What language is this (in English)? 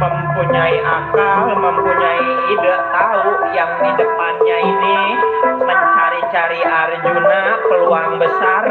Betawi